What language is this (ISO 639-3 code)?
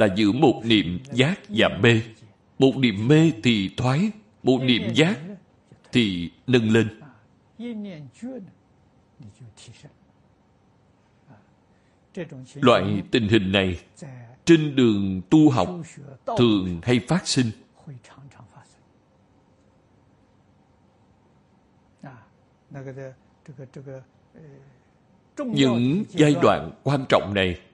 vie